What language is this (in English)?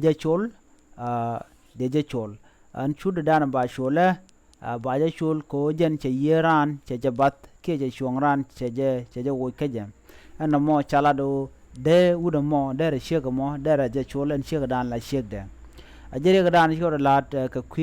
Nuer